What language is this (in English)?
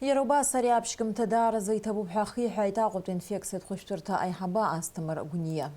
Abkhazian